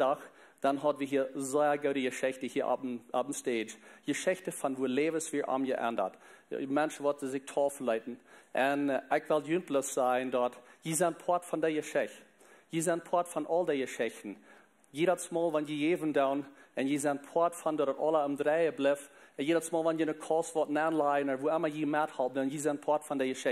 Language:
Plautdietsch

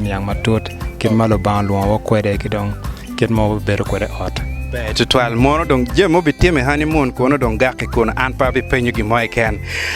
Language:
Acoli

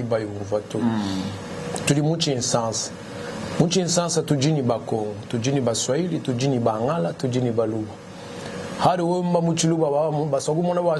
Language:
Luba-Lulua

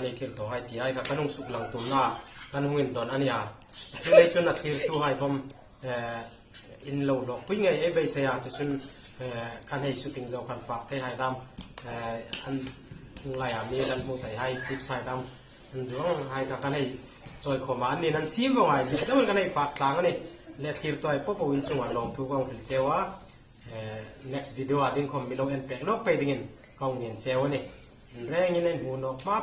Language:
Hmar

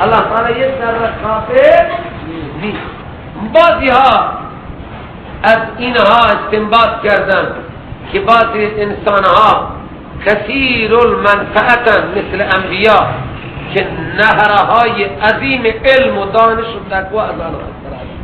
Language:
Persian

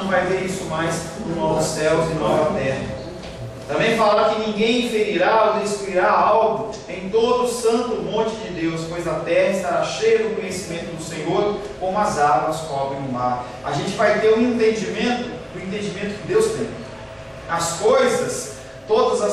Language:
Portuguese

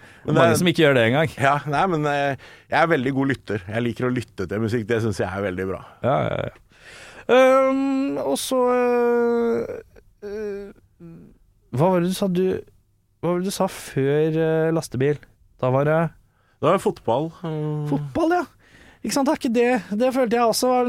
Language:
Norwegian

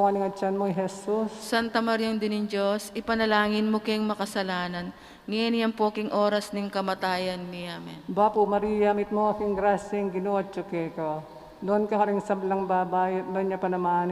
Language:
Pampanga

